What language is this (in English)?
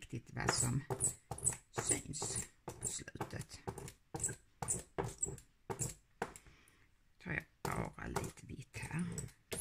Swedish